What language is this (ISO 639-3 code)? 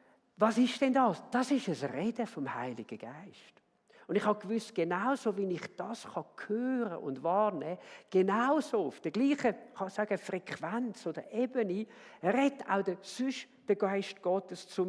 gsw